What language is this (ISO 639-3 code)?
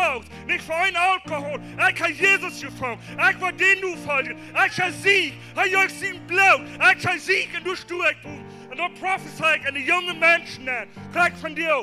pdt